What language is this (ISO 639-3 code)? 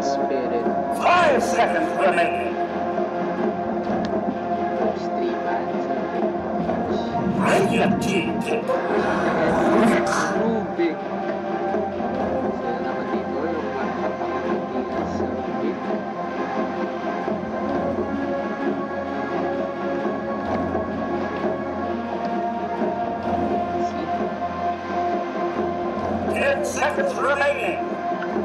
fil